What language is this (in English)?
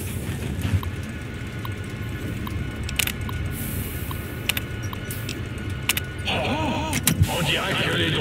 French